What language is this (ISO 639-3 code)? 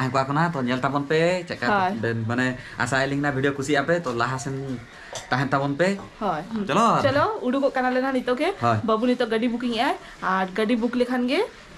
sat